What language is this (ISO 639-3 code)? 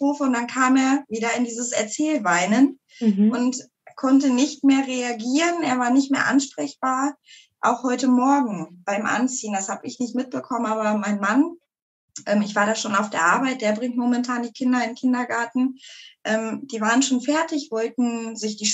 deu